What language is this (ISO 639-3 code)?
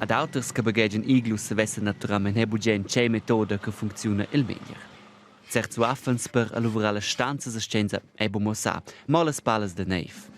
roh